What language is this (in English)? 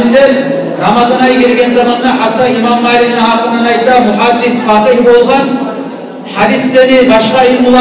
Kumyk